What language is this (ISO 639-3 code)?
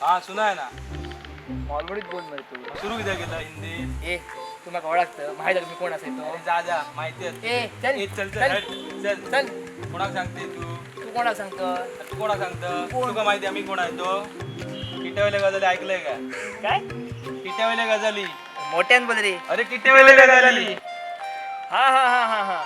kok